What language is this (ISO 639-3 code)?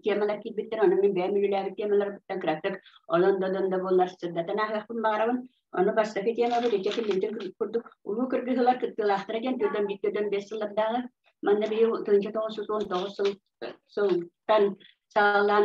sah